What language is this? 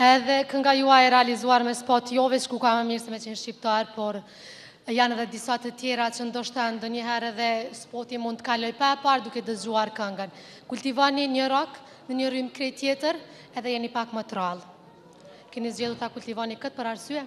Albanian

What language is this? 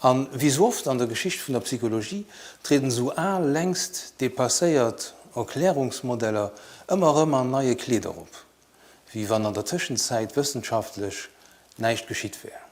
Luxembourgish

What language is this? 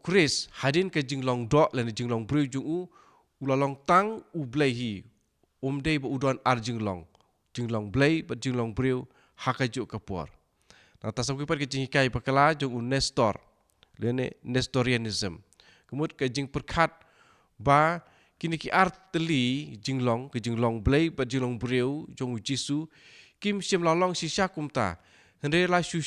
Khasi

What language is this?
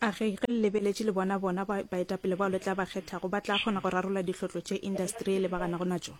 Northern Sotho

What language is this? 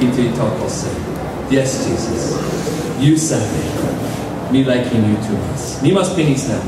Tok Pisin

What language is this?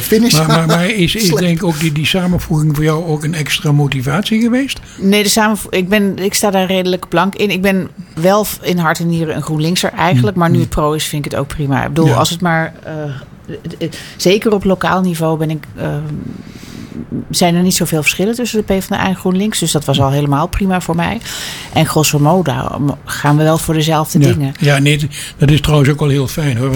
Dutch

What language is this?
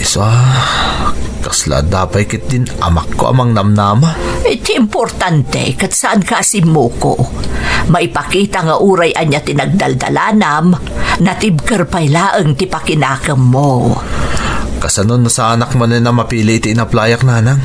Iloko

